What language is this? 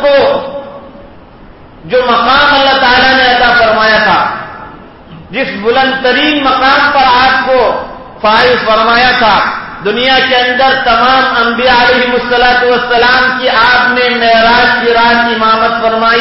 Urdu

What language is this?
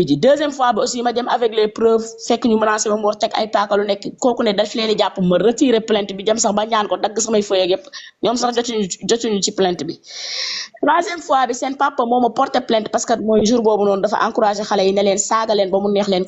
Wolof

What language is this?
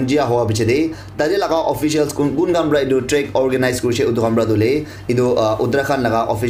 Naga Pidgin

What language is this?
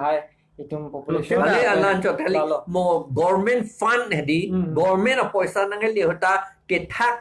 Karbi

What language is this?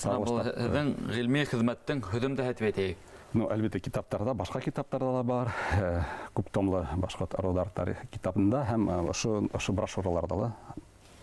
Bashkir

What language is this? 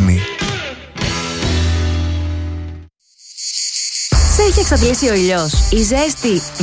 Greek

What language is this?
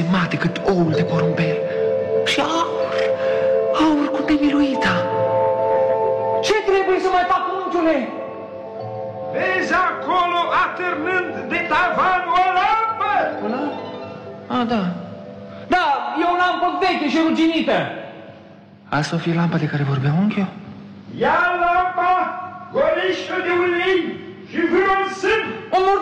Romanian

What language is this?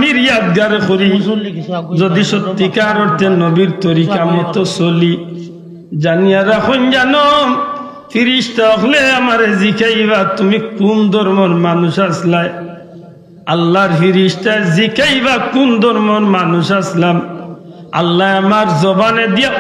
Sylheti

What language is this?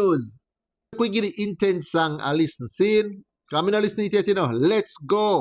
Jamaican Creole English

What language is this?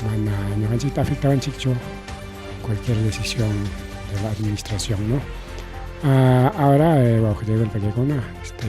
Ayacucho Quechua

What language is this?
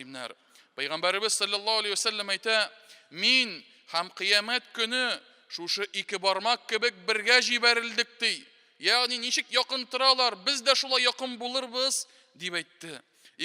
Tatar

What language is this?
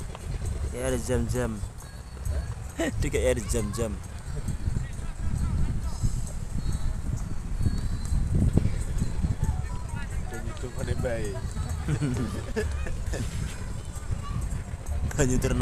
Indonesian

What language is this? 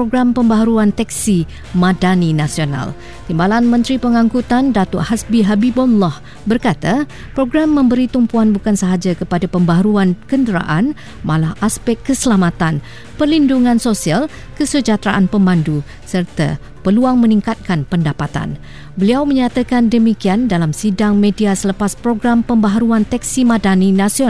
Malay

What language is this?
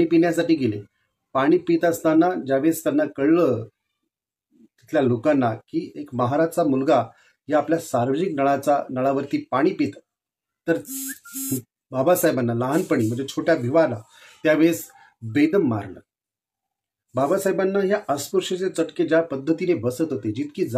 Marathi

